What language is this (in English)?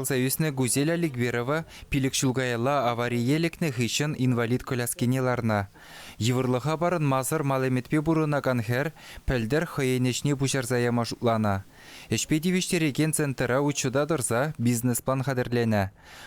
Chuvash